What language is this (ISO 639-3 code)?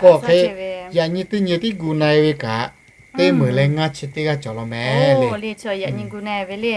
lhu